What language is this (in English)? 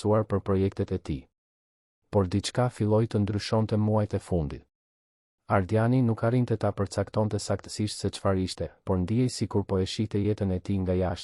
Albanian